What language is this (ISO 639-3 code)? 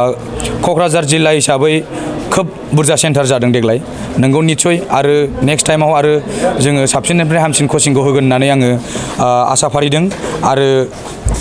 brx